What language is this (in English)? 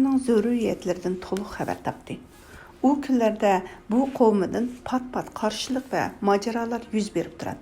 Uyghur